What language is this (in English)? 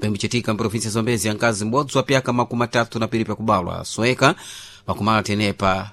Sena